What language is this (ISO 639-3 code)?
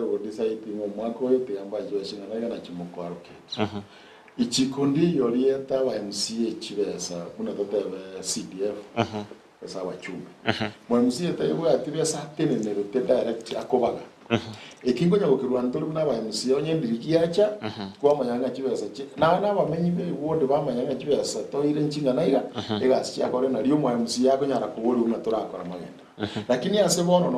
guz